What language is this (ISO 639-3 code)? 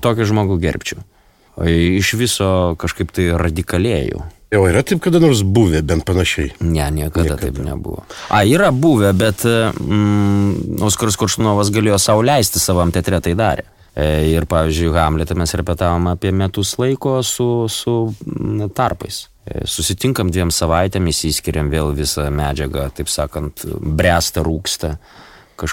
lit